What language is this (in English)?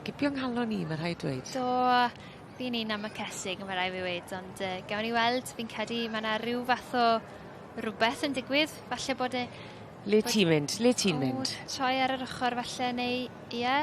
Welsh